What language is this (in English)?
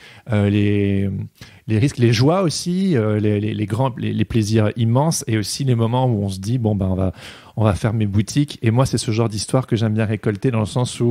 French